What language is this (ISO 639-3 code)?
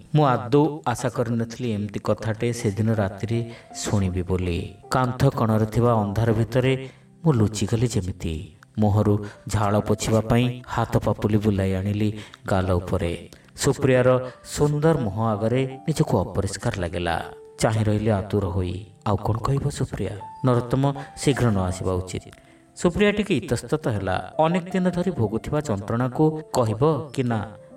ori